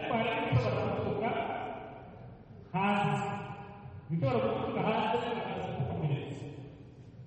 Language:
Kinyarwanda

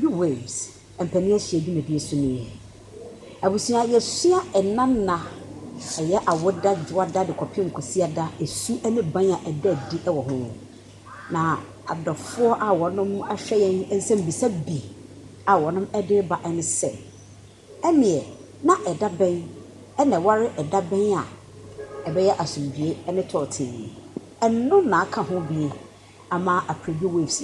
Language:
Akan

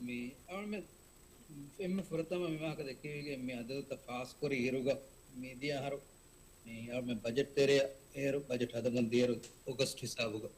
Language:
Divehi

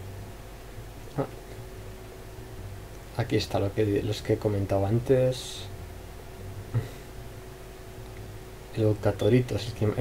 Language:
Spanish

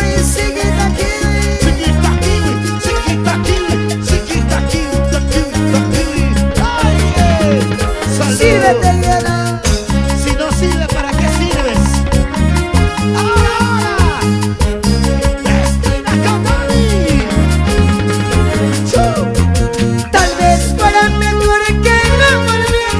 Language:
Spanish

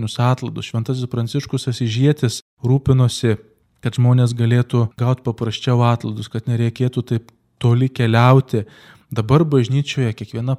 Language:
Lithuanian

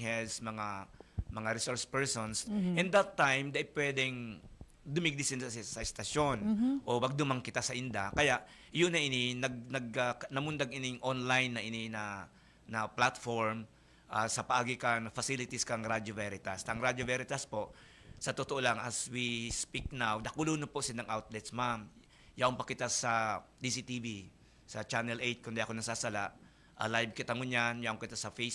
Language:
Bikol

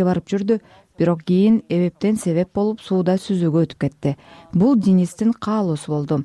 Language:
Kyrgyz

